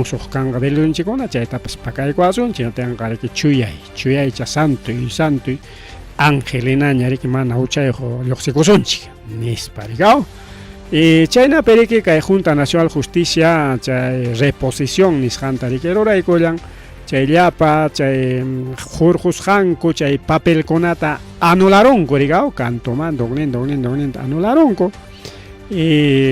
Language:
Ayacucho Quechua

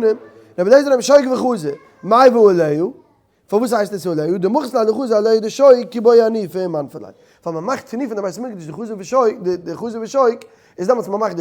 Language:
Yiddish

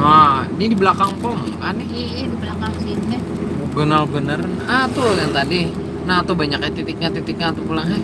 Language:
Banjar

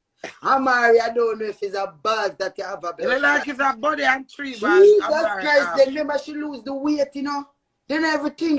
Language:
Jamaican Creole English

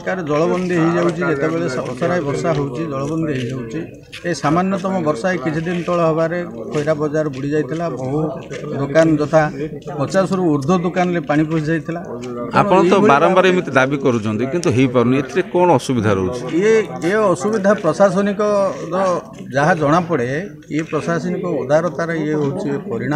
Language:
Odia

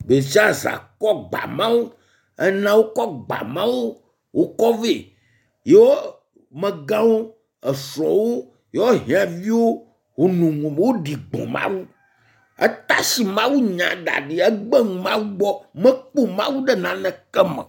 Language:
Ewe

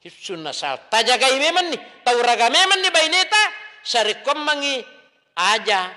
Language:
Buginese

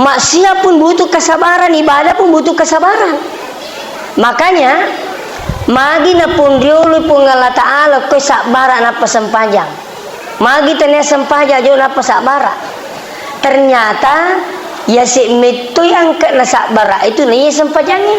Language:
Buginese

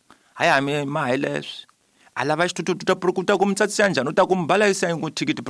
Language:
Tsonga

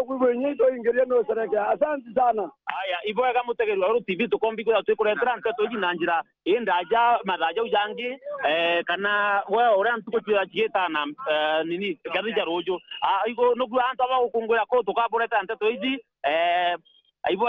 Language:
Meru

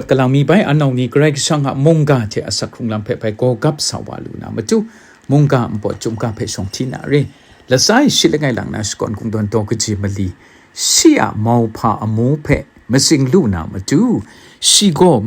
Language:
Kachin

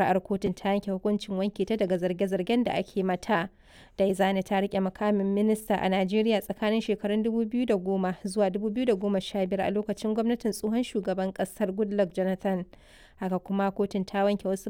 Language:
Hausa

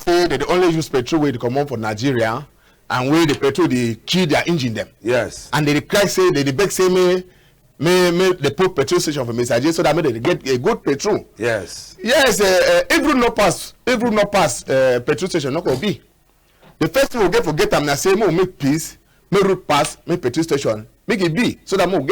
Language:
Cameroon Pidgin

